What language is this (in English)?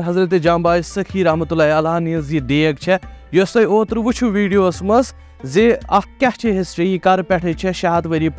Kashmiri